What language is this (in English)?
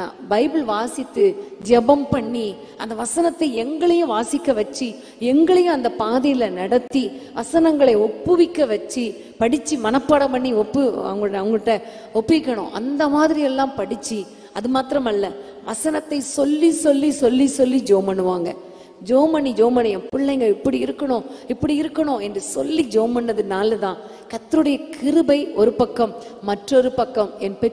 Tamil